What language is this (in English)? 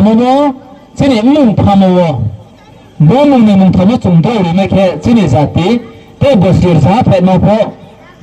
Riang (India)